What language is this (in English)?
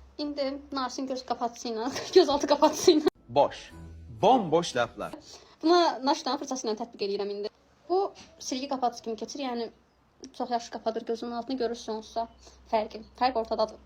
Azerbaijani